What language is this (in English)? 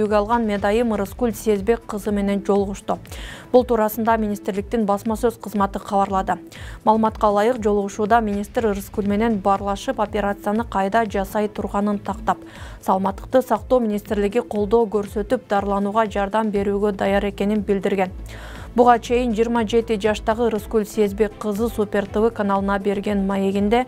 Kyrgyz